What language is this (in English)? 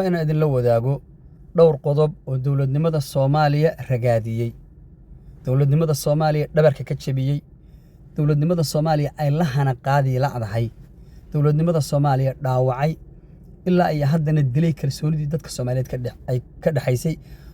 Somali